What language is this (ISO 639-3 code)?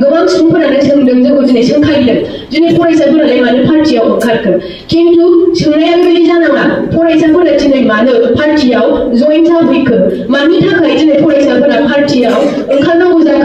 brx